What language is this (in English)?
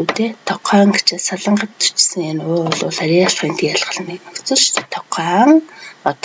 Mongolian